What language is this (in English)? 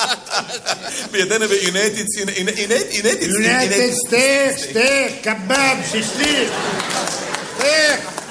Hebrew